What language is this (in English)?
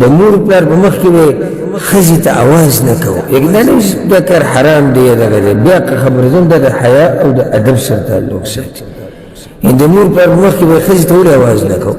Pashto